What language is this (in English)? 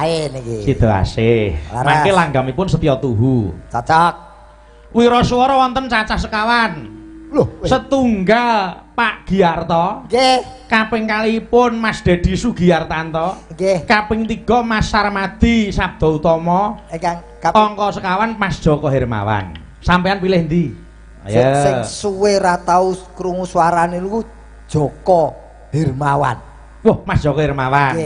Javanese